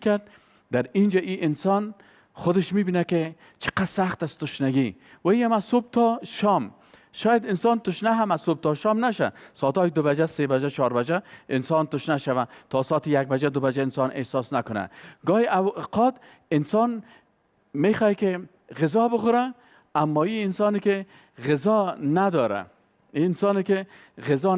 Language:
Persian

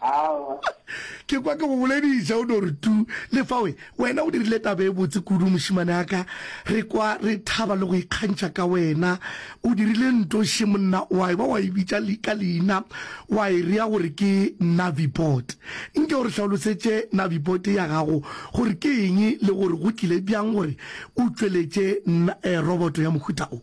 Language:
Northern Sotho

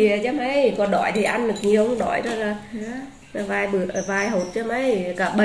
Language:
Vietnamese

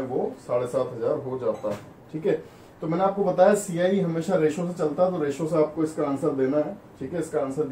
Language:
Hindi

